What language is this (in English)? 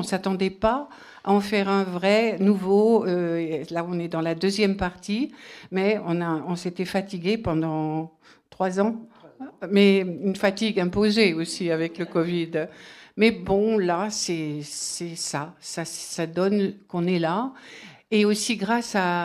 French